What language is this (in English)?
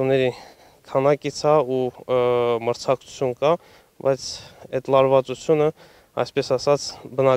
Armenian